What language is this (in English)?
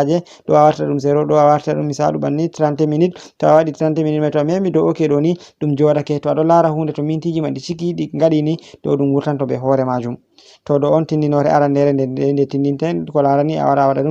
Fula